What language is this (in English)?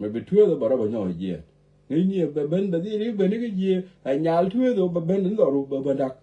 Nuer